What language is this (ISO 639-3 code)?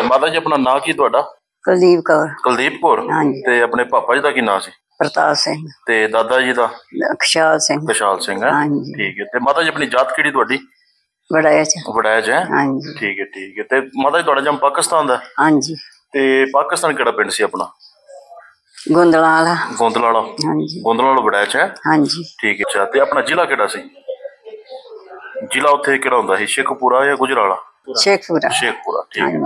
pan